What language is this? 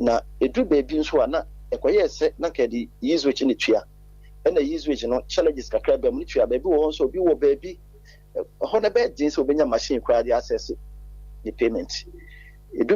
Akan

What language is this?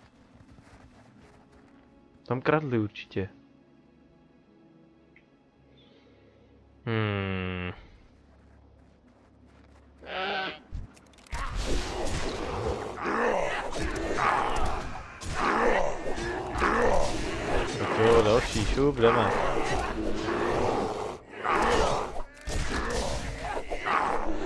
Czech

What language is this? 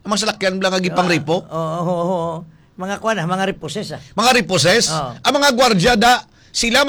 Hiligaynon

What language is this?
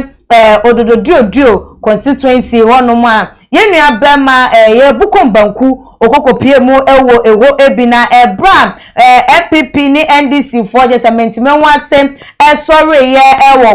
Akan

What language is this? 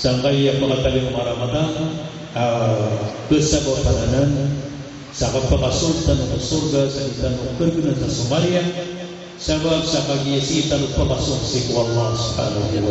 Maranao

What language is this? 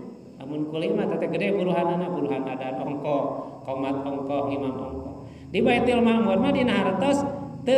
Sundanese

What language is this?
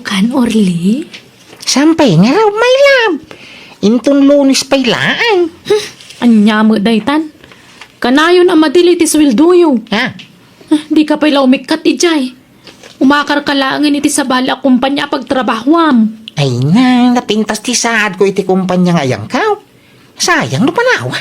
Iloko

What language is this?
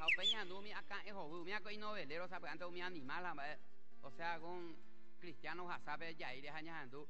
Guarani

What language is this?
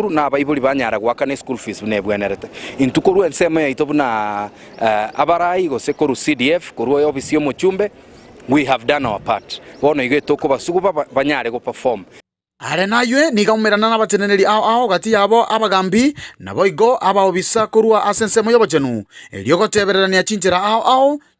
Gusii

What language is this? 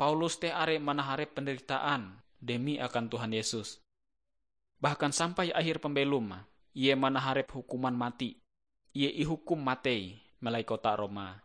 Ngaju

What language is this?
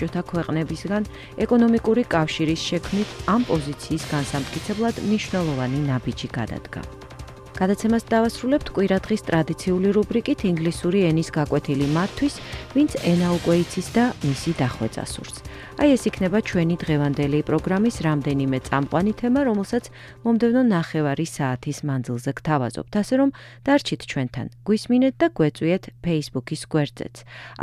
Georgian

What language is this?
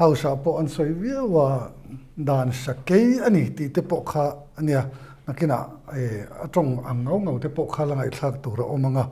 Mizo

